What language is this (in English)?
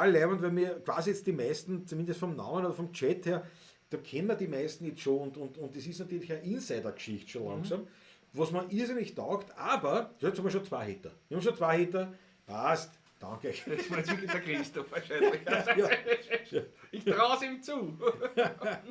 Bavarian